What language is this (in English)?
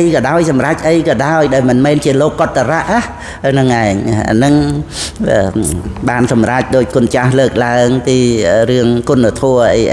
Khmer